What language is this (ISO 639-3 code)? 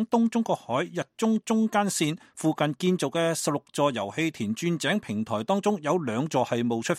yue